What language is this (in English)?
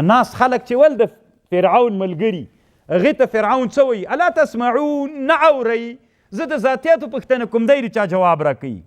Pashto